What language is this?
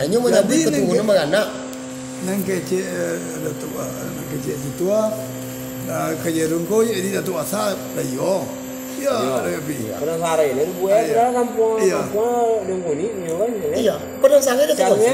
Minangkabau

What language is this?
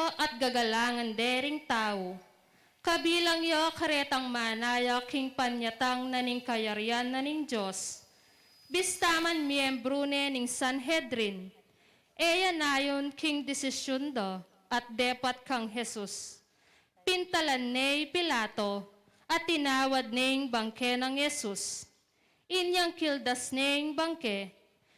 Pampanga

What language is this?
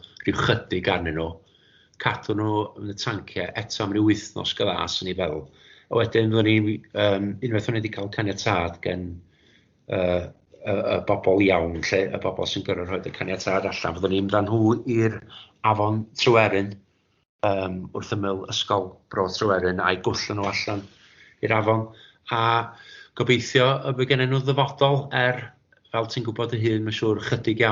Welsh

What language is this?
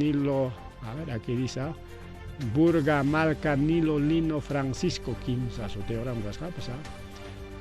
Ayacucho Quechua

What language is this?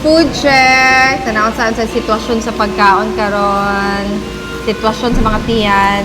Cebuano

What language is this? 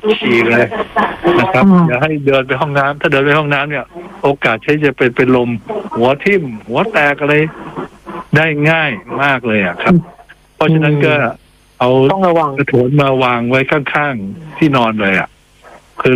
Thai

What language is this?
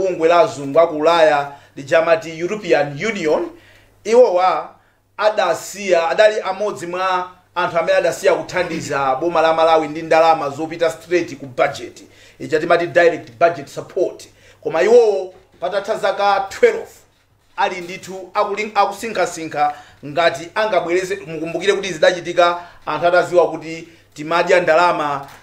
Nyanja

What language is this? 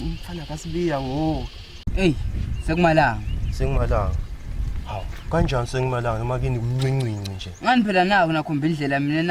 Swati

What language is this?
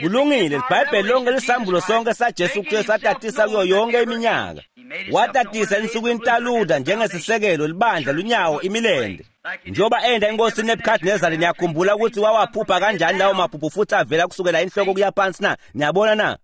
Swati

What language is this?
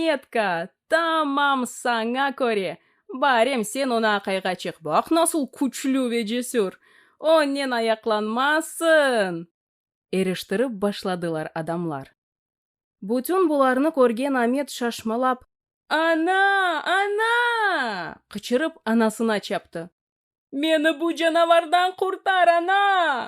Crimean Tatar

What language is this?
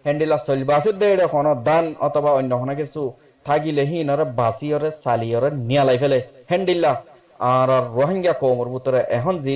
Rohingya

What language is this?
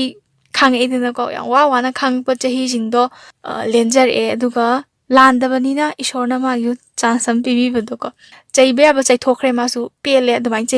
Manipuri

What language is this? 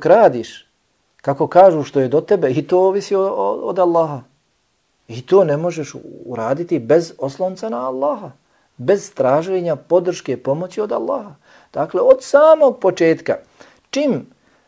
Bosnian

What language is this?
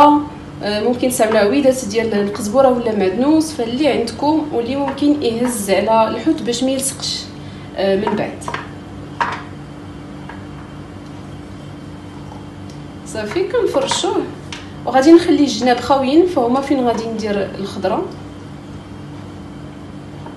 Moroccan Arabic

